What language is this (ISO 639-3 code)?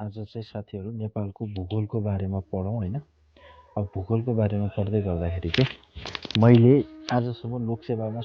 nep